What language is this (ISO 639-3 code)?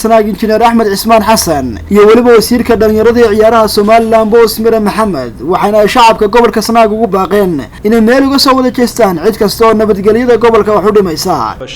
som